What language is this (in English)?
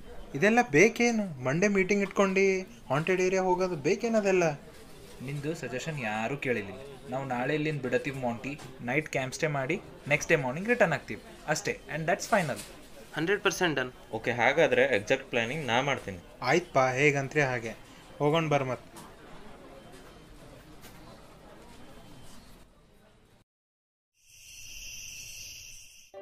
Kannada